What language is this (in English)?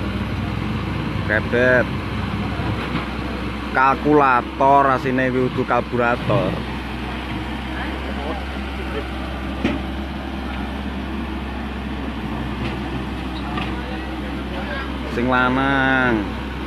Javanese